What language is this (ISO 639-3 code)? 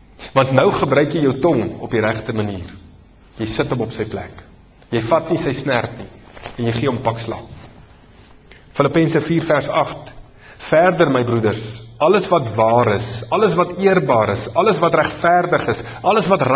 afr